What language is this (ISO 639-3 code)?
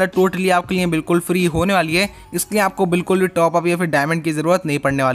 hin